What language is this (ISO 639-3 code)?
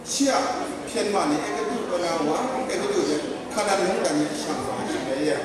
kac